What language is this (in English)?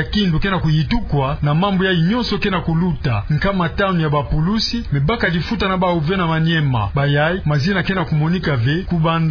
Kituba (Democratic Republic of Congo)